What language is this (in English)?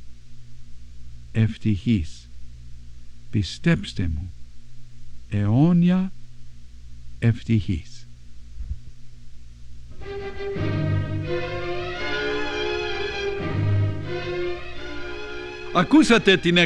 Greek